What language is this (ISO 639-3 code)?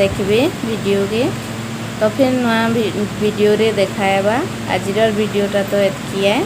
ori